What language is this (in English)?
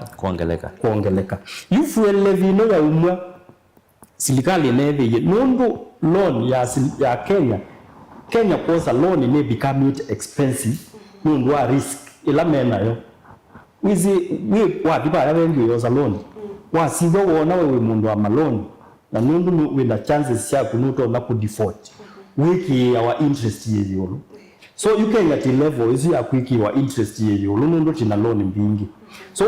Kamba